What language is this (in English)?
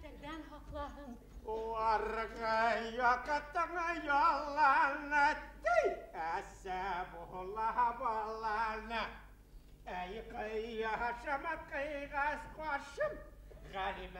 Bashkir